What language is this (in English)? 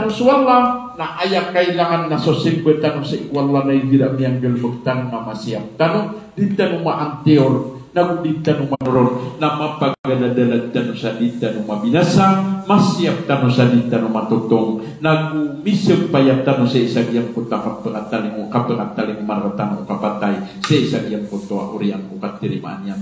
Maranao